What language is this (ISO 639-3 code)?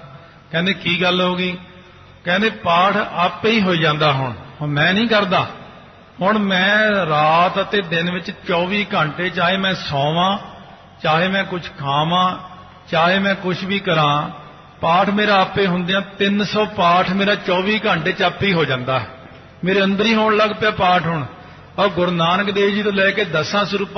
pan